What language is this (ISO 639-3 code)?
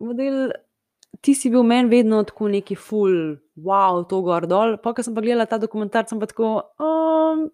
slv